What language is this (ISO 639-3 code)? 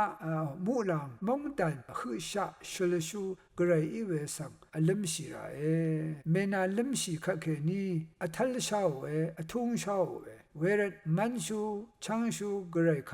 raw